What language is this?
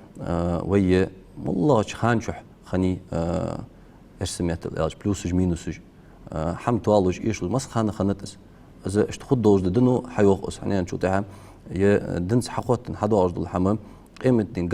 Ingush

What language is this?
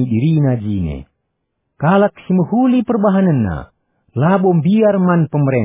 Batak Karo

